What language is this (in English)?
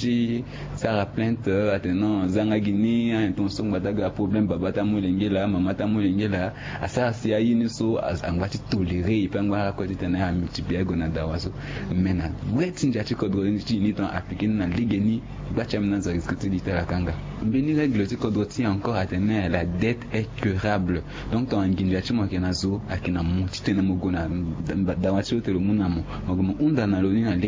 Sango